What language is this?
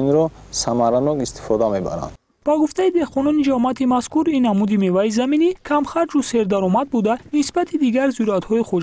Tajik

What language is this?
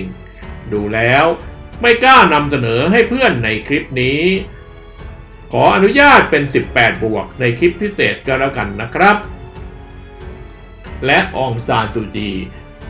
Thai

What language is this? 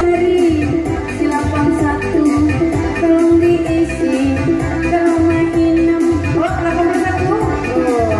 Minangkabau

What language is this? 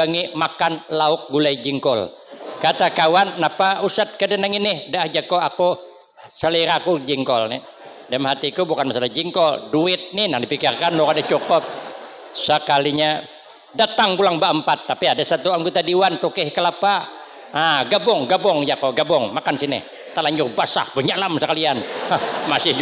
Banjar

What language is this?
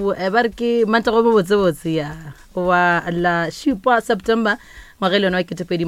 Northern Sotho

